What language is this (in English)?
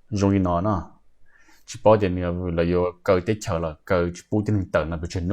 Hmong